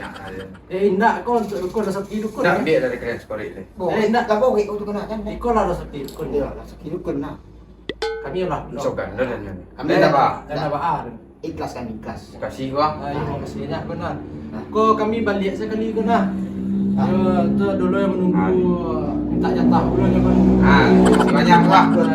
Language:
Minangkabau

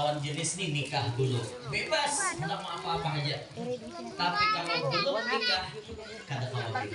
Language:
Banjar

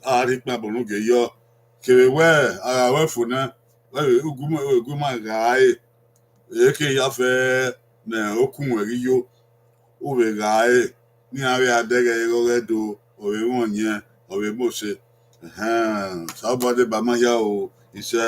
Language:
Bini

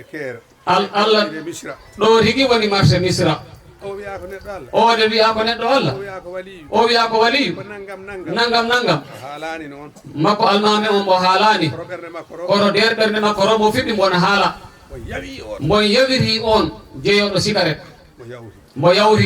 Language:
Fula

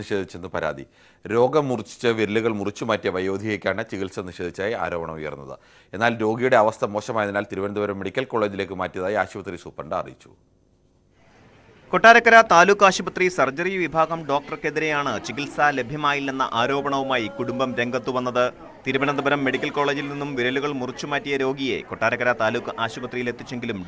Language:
Malayalam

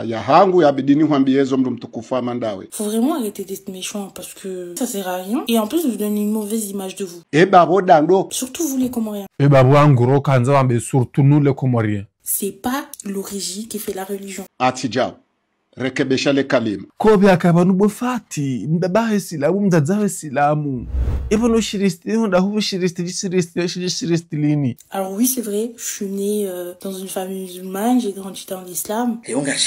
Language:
Ngazidja Comorian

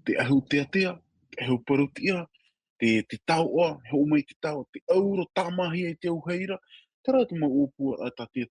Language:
Tahitian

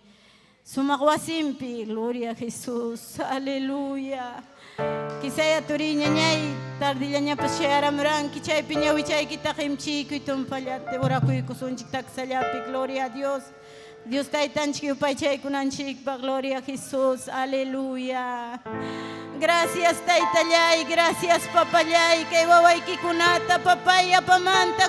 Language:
Ayacucho Quechua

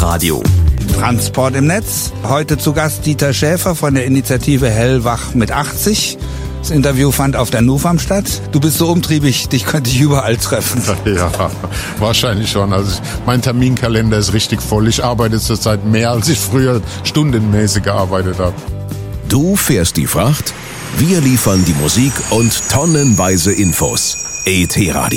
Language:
German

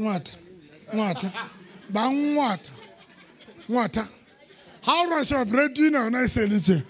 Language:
Southern Sotho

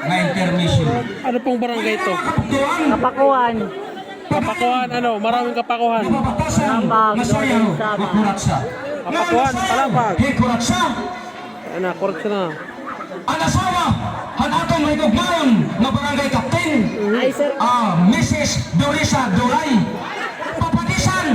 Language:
Waray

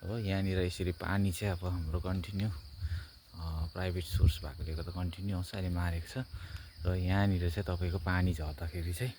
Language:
Nepali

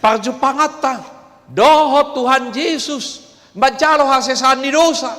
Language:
Batak Toba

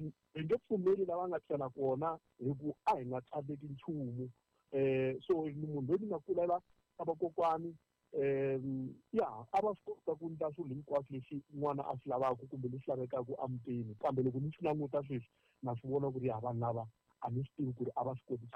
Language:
Tsonga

